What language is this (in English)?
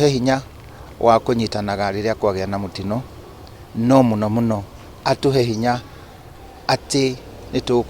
Kikuyu